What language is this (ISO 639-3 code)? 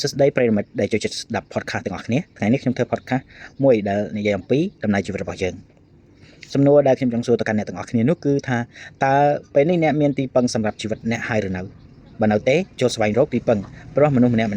khm